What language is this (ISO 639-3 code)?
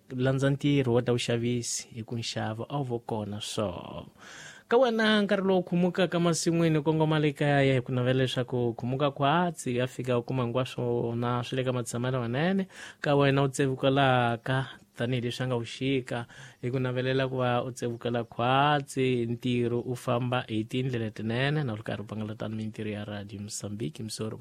tso